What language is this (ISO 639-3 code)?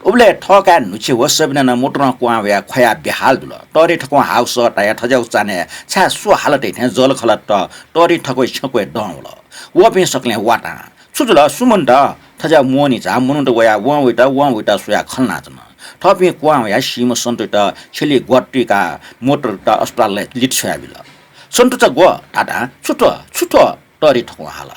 new